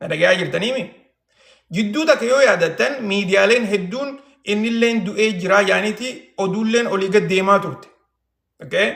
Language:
Oromo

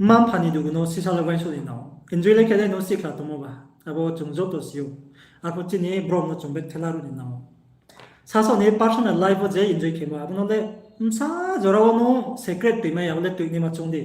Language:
Riang (India)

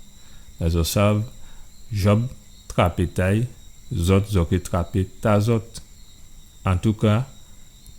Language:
Guadeloupean Creole French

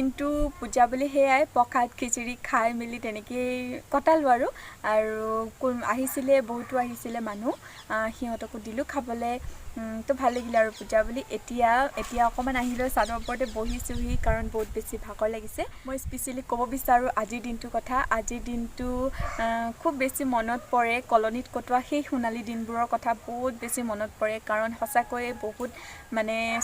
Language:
Assamese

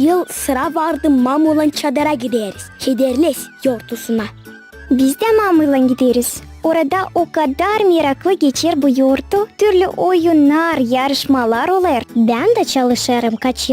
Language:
Gagauz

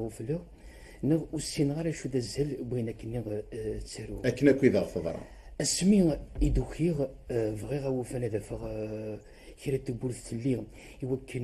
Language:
Kabyle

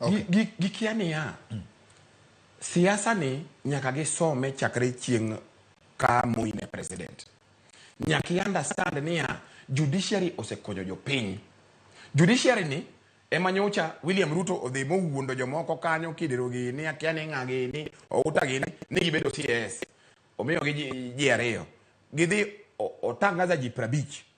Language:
Luo (Kenya and Tanzania)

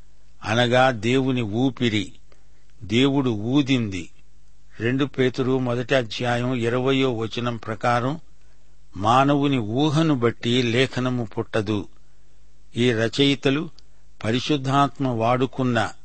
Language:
Telugu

